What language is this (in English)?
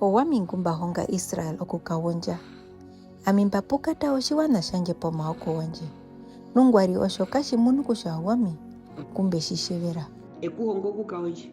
Herero